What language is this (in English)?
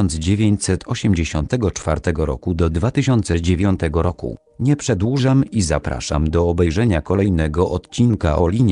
Polish